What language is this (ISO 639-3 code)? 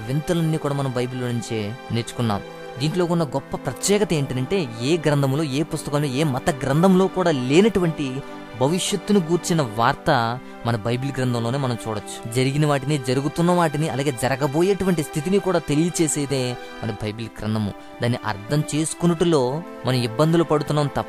tel